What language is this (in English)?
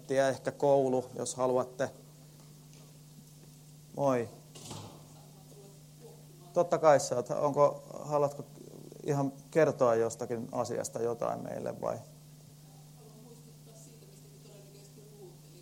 Finnish